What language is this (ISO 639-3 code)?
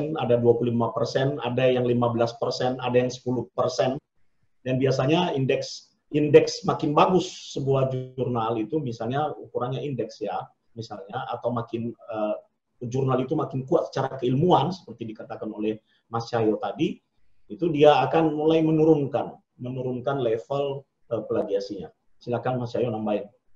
ind